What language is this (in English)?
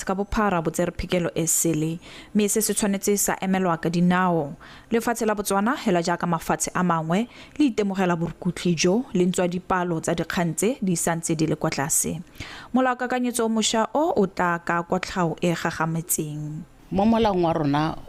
Tswana